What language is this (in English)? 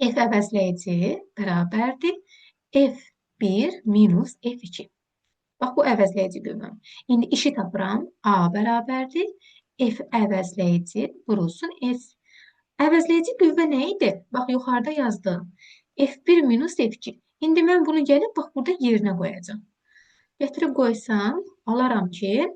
Azerbaijani